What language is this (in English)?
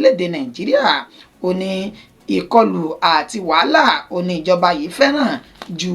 Yoruba